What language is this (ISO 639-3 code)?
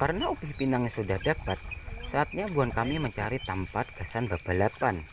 bjn